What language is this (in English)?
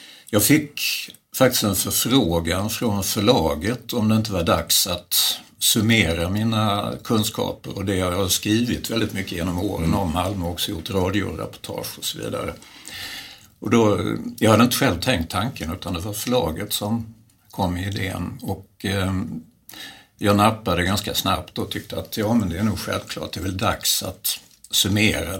Swedish